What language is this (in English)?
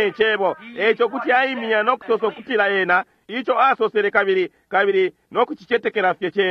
Bemba